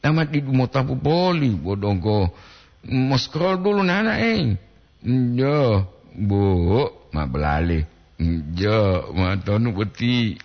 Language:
Gorontalo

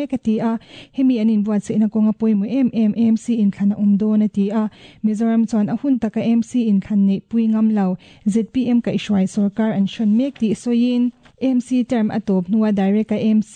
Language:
Mizo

